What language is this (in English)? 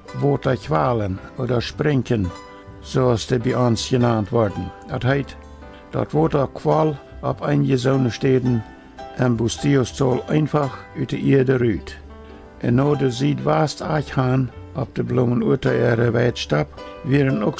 Plautdietsch